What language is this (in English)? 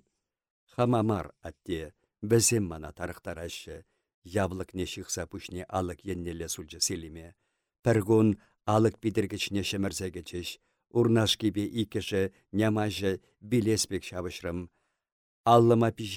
Chuvash